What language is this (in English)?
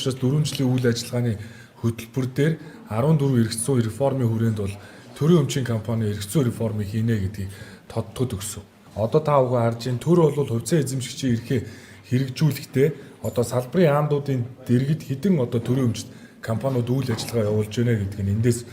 Mongolian